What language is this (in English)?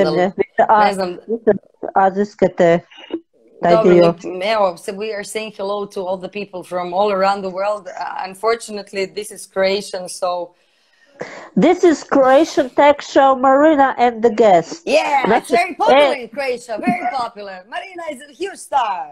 Croatian